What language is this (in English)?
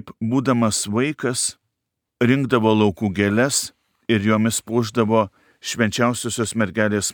Lithuanian